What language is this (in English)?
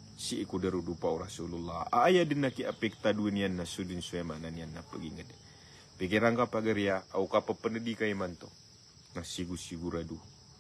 Maranao